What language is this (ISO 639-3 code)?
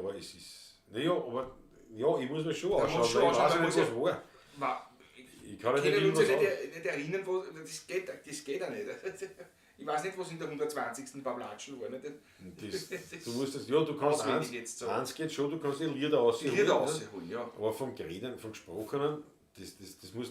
bar